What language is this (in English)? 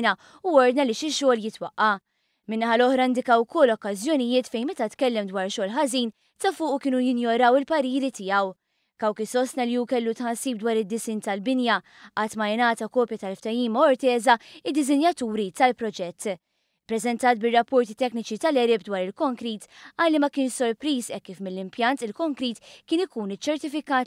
Maltese